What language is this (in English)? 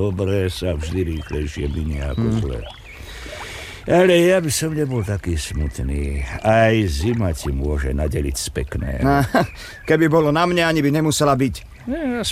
Slovak